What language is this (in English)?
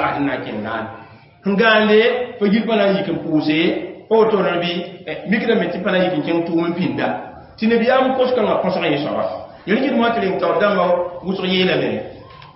Mossi